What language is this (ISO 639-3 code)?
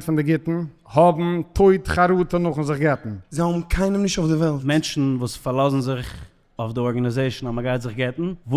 yid